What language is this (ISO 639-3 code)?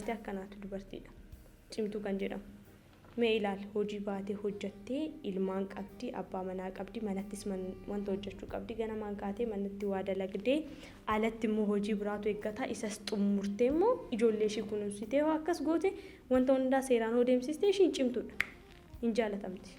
orm